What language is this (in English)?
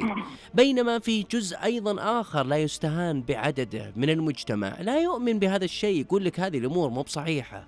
Najdi Arabic